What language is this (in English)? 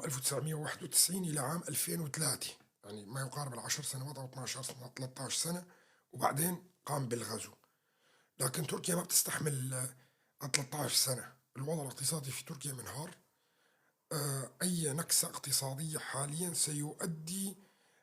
North Levantine Arabic